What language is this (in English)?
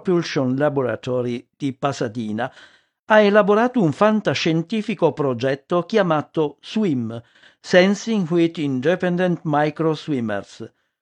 Italian